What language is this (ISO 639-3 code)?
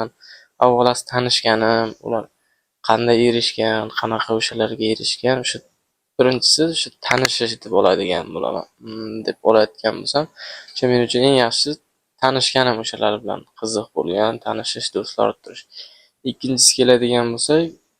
uzb